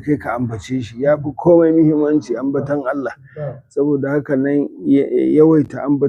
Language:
Hausa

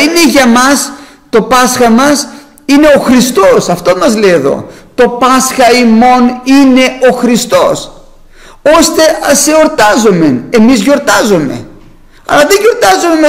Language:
Greek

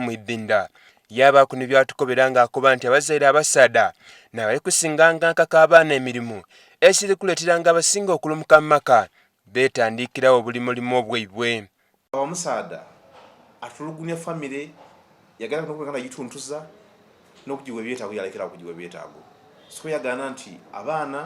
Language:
Soga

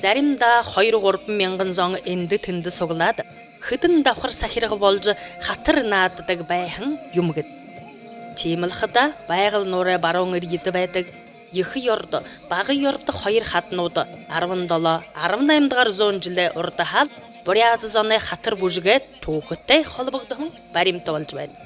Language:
Buriat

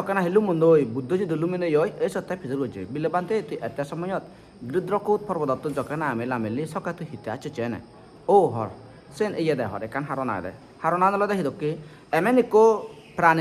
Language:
Chakma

